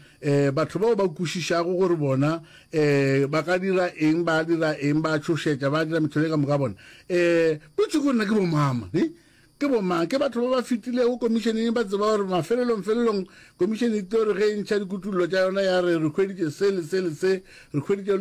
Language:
Northern Sotho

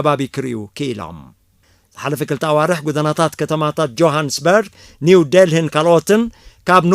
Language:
Tigrinya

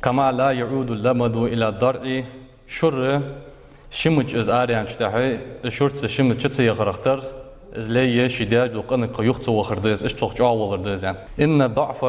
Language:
Ingush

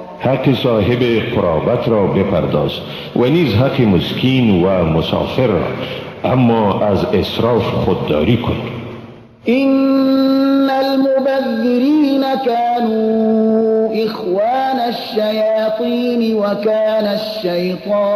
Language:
Persian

